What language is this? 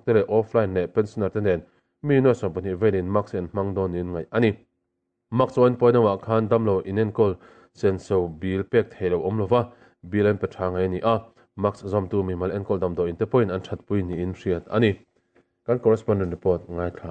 Mizo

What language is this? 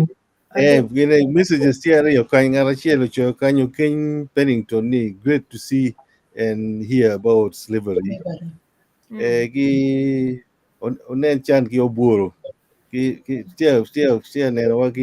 Acoli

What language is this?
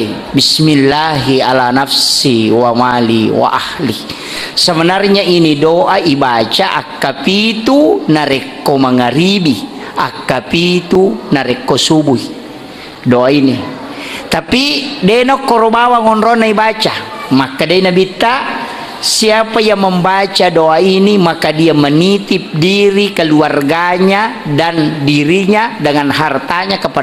Buginese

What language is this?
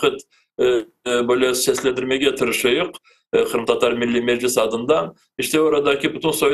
Crimean Tatar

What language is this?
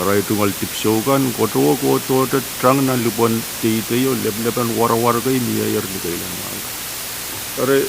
Pohnpeian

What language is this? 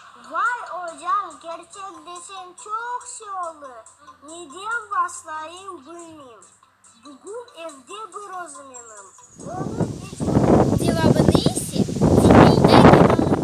Crimean Tatar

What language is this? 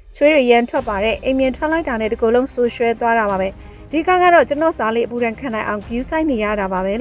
Burmese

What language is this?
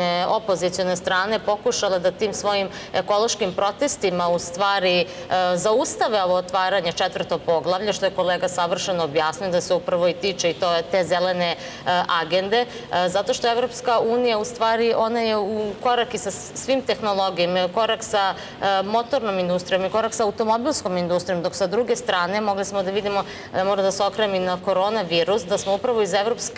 Serbian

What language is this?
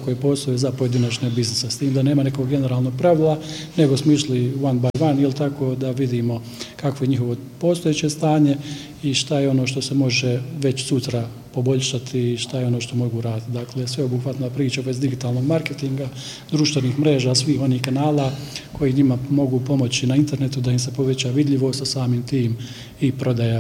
Bosnian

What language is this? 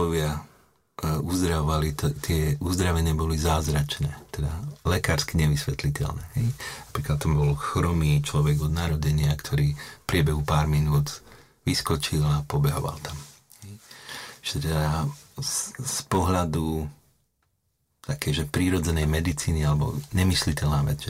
Slovak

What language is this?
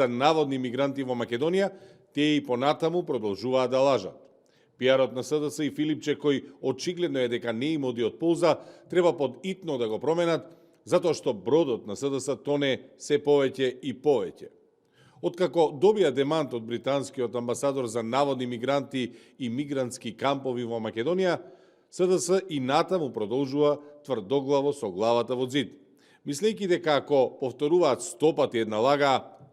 Macedonian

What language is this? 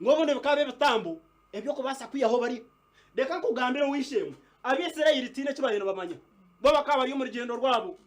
Nyankole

